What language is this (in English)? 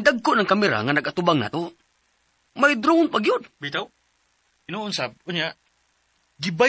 Cebuano